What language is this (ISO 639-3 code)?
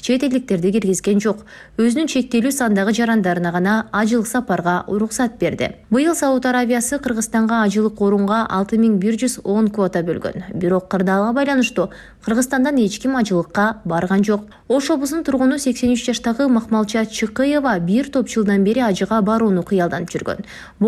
kir